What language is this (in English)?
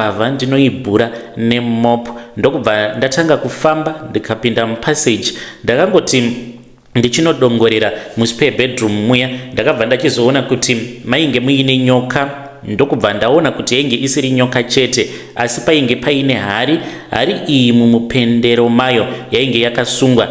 Shona